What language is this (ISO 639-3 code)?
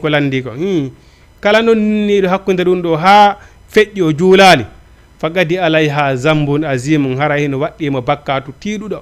ful